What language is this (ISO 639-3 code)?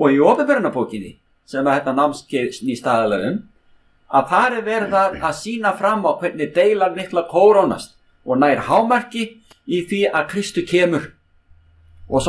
isl